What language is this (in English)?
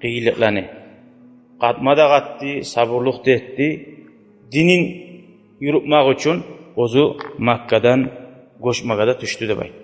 Kumyk